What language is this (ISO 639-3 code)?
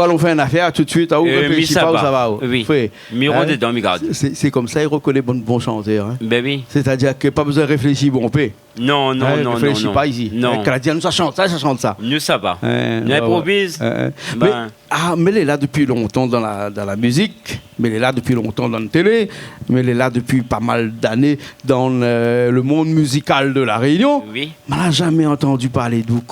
rcf